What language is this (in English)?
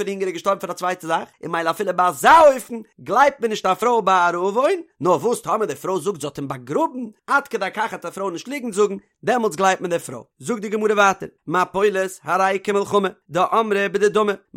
Yiddish